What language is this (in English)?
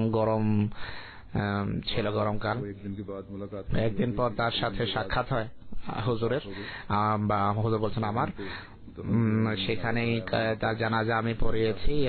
Bangla